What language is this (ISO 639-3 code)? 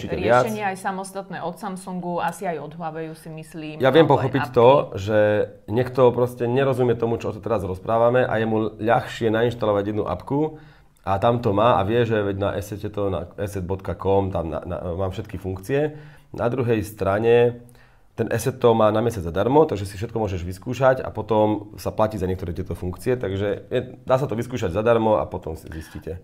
slk